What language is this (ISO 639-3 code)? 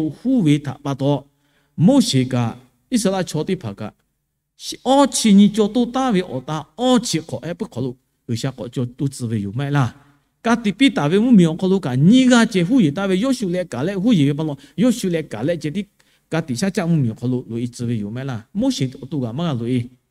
lhu